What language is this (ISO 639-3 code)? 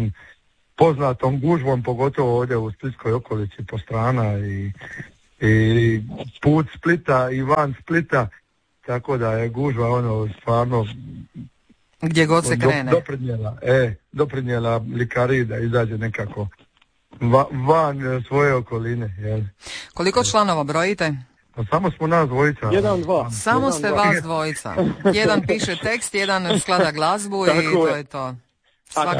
hrv